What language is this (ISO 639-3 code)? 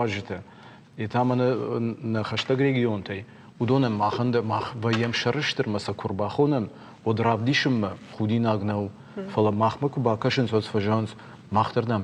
oss